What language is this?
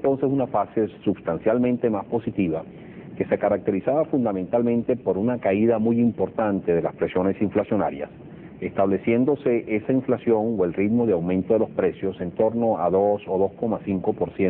Spanish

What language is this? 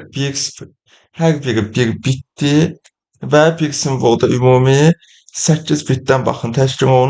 Azerbaijani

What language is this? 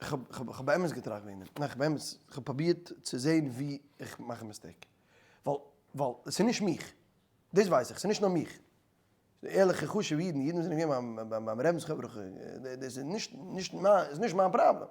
Yiddish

